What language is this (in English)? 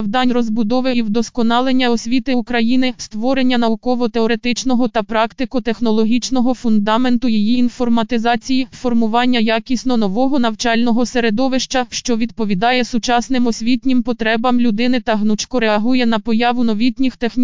Ukrainian